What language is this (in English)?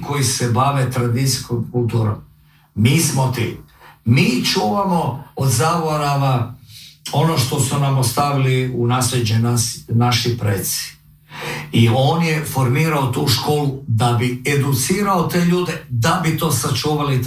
Croatian